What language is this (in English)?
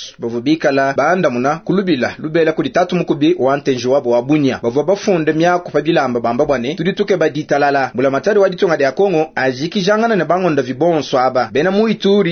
Luba-Lulua